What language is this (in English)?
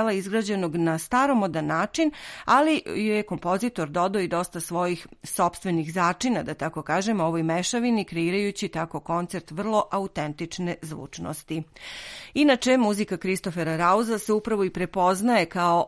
Serbian